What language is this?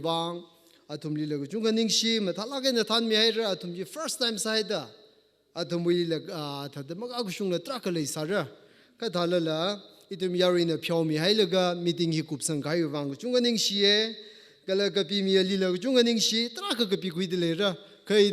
Tangkhul Naga (India)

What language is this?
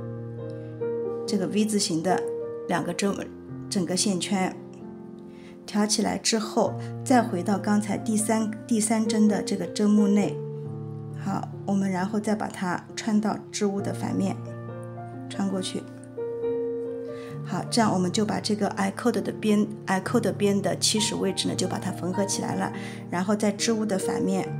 Chinese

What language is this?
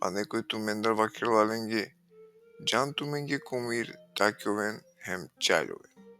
Balkan Romani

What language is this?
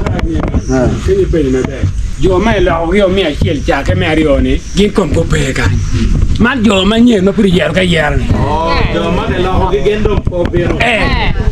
Acoli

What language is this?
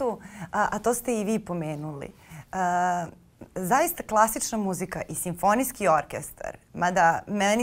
Serbian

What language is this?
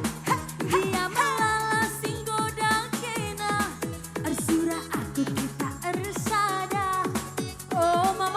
Batak Karo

